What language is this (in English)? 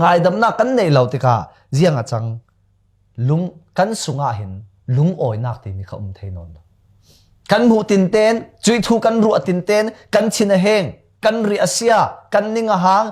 Falam Chin